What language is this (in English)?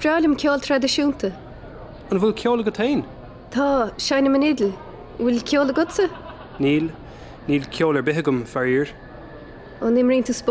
Irish